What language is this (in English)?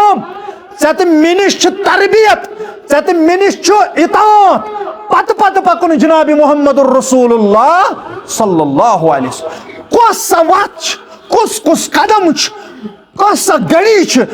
Kashmiri